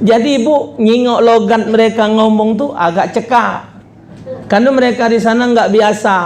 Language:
Musi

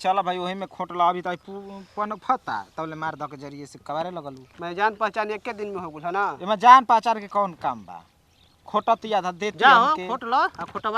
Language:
Bhojpuri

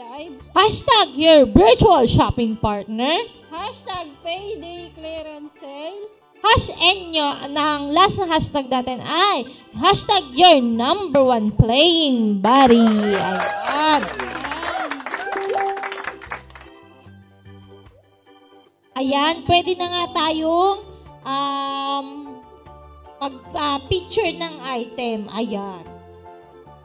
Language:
Filipino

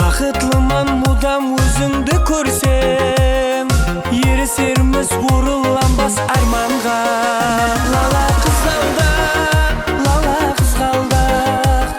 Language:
Kara-Kalpak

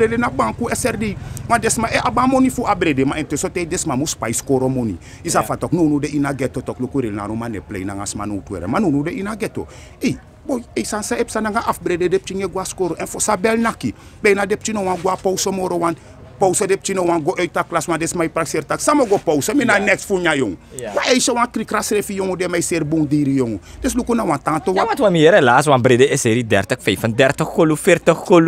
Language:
Sranan Tongo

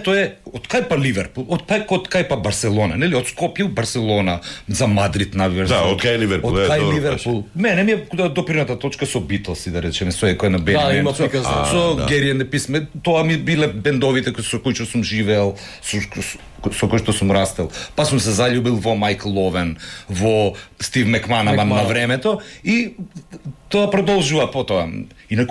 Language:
Macedonian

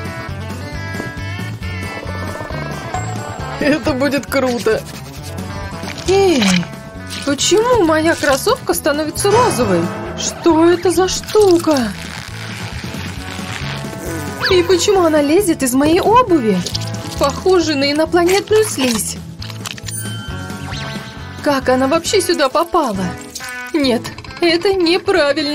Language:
Russian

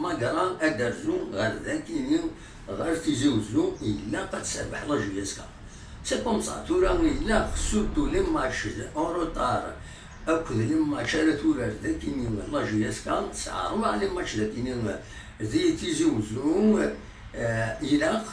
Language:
Kabyle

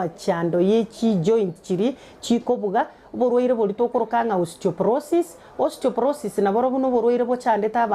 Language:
Gusii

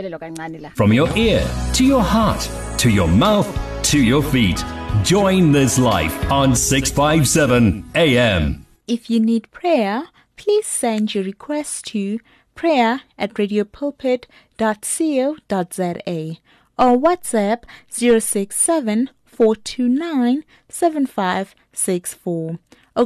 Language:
English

